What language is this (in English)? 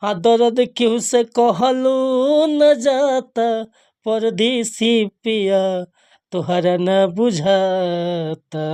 Bhojpuri